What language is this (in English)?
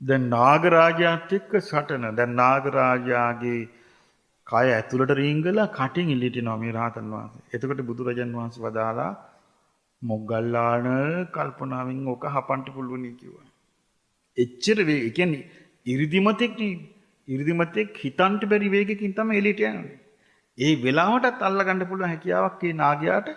Sinhala